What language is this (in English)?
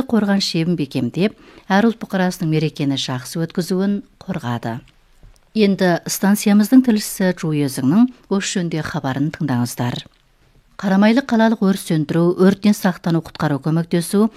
Kazakh